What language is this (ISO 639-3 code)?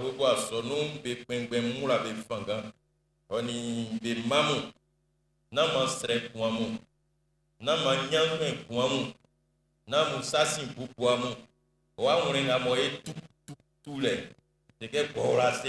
bci